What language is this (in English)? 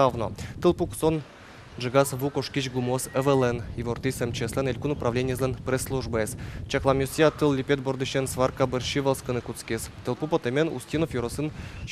Udmurt